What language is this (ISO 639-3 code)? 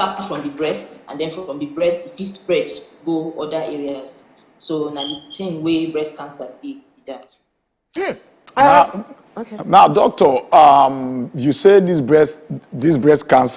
pcm